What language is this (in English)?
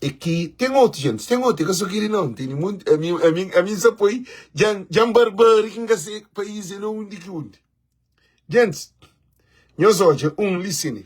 Kabuverdianu